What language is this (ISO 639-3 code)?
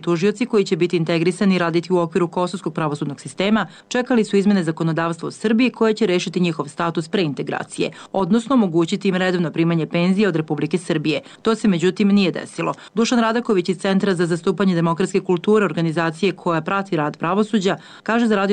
srp